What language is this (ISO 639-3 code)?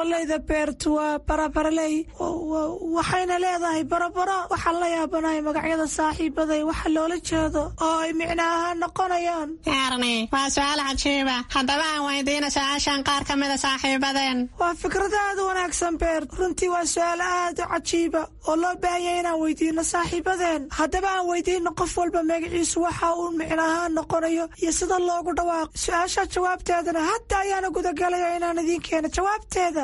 som